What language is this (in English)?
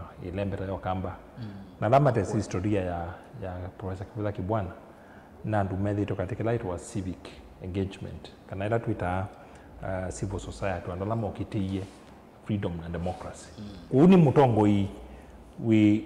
Kamba